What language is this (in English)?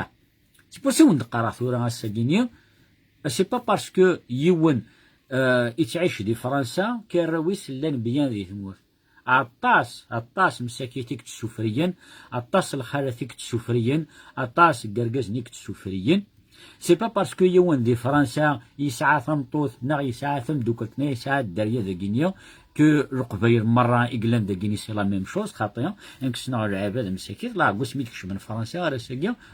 Kabyle